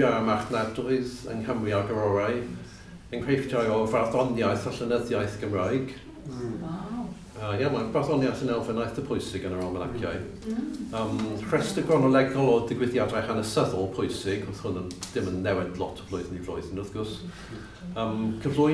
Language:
Welsh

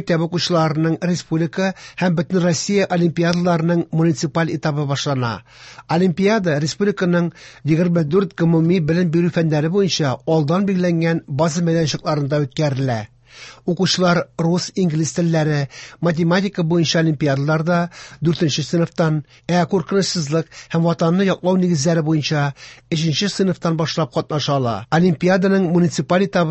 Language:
Tatar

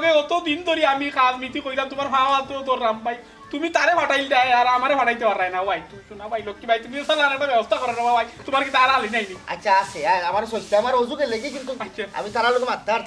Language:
Sylheti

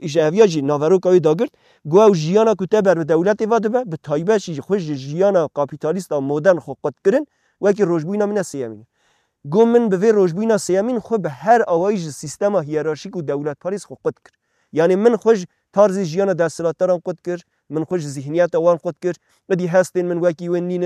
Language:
Kurdish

